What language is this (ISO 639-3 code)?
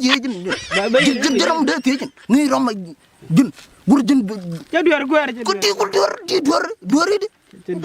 nus